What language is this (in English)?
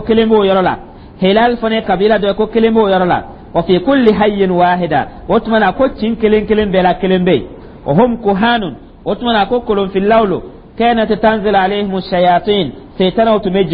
Dyula